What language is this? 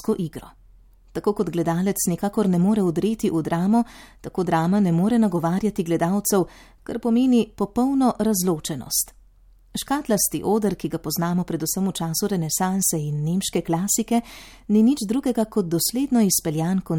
Slovenian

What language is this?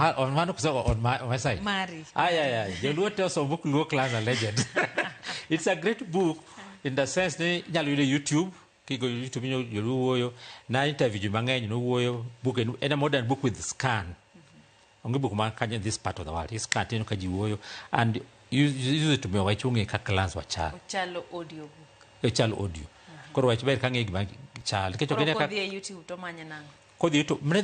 Luo (Kenya and Tanzania)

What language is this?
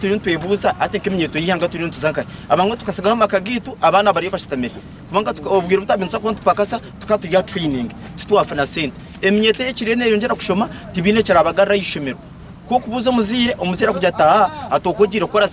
Nyankole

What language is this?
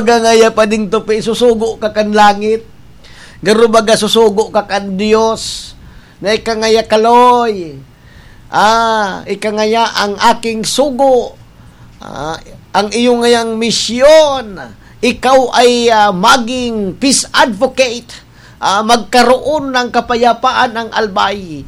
Bikol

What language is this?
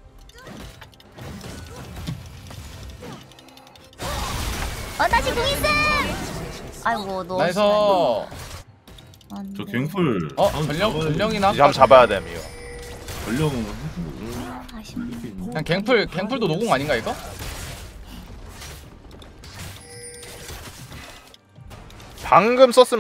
Korean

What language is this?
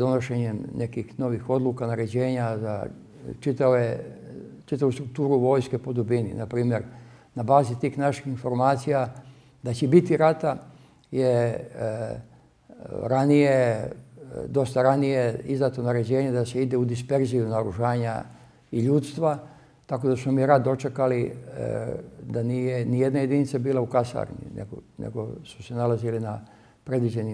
Serbian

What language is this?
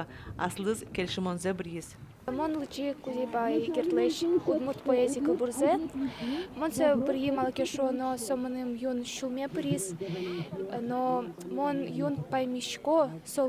Udmurt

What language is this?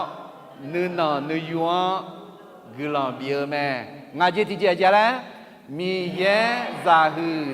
Akha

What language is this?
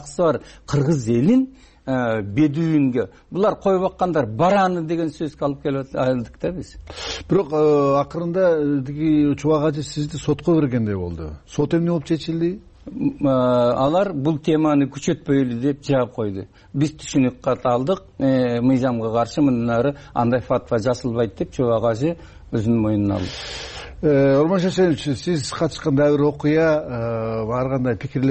Kyrgyz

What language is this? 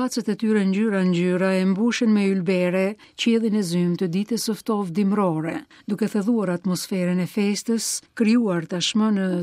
Albanian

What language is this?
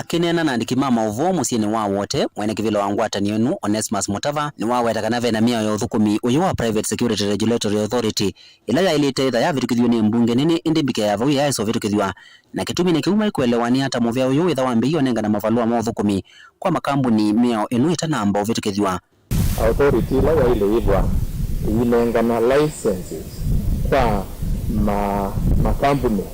Kamba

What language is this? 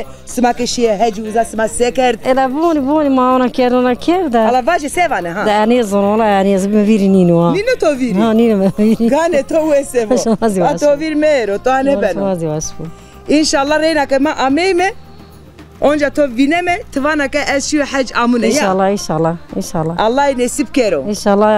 Zaza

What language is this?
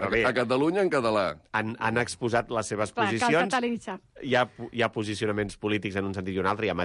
Catalan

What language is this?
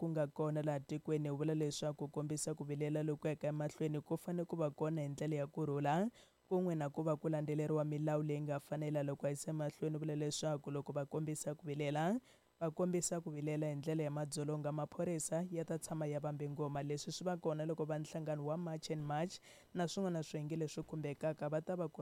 Tsonga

